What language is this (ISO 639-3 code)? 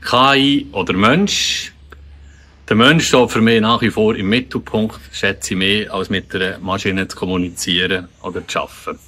gsw